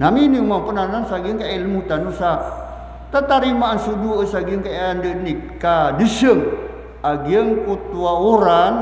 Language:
Maranao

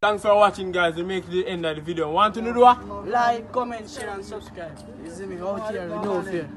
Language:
Jamaican Creole English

